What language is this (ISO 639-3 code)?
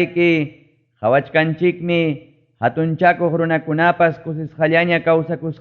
quy